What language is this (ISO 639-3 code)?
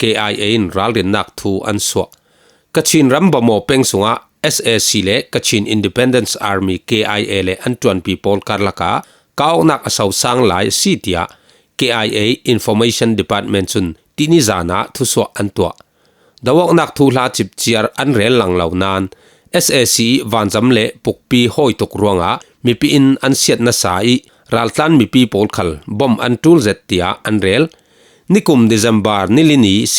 cfm